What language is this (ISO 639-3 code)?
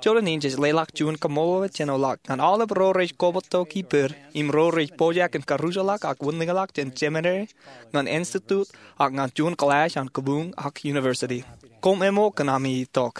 mah